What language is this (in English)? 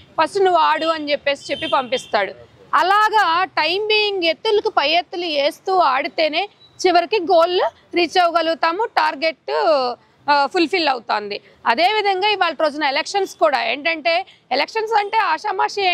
Telugu